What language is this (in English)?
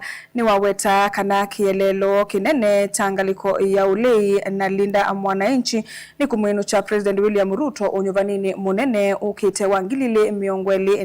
Kamba